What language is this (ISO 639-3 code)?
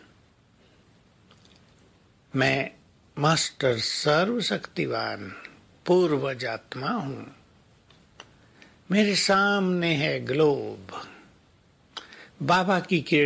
hin